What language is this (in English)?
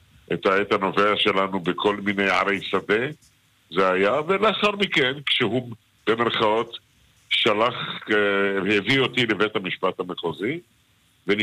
Hebrew